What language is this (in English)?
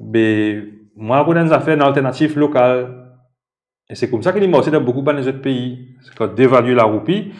Morisyen